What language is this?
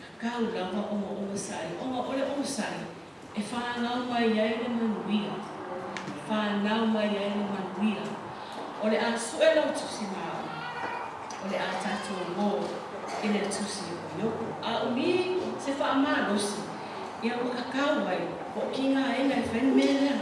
Samoan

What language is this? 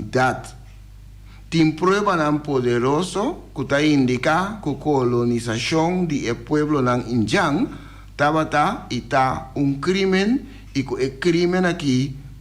Papiamento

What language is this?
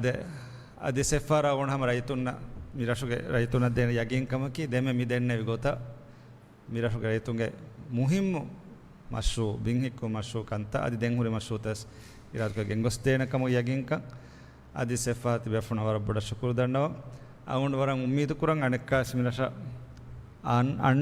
Divehi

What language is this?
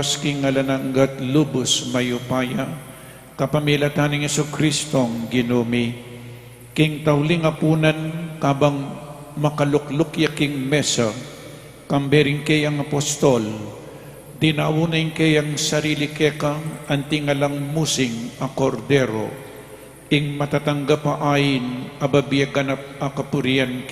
Pampanga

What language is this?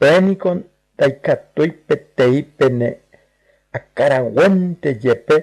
Guarani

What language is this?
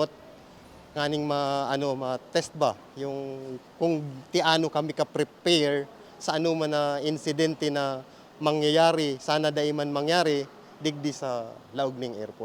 Bikol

